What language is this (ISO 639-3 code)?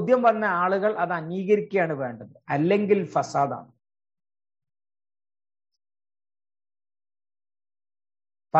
mal